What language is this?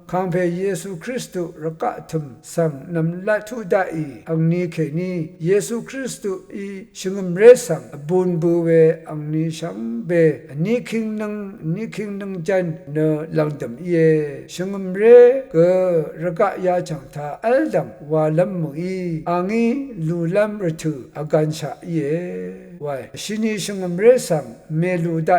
Rawang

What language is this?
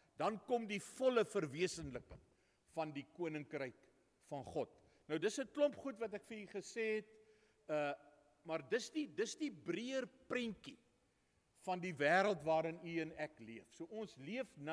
Afrikaans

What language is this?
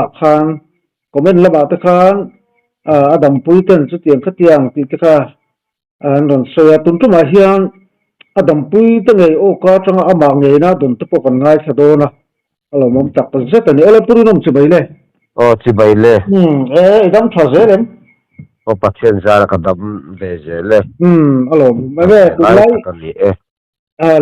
Mizo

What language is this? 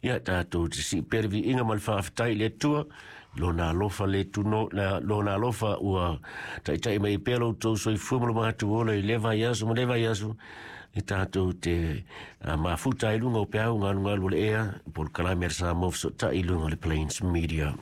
Samoan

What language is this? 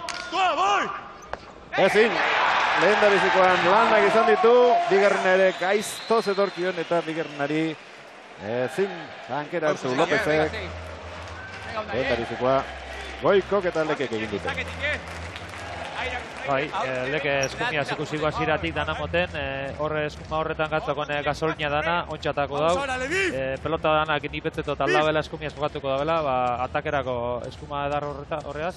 Basque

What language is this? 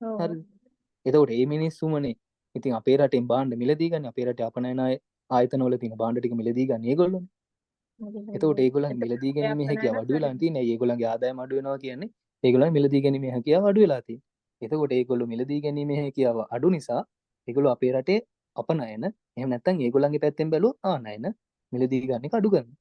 Sinhala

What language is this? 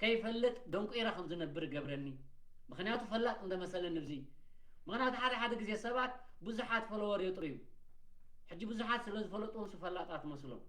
Tigrinya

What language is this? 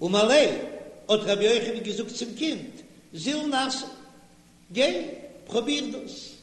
Yiddish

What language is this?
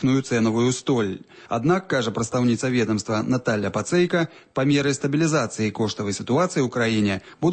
Belarusian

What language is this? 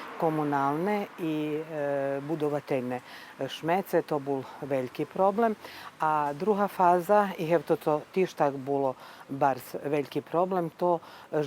Rusyn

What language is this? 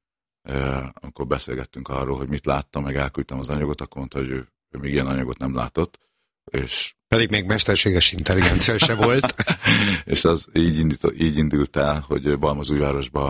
Hungarian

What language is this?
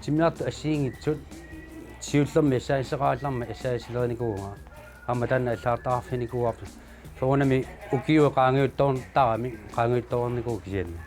Kalaallisut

